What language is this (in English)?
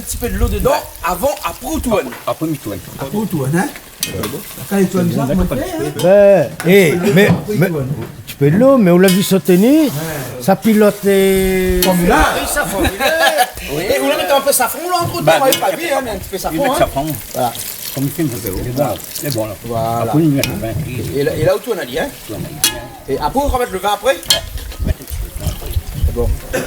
Réunion Creole French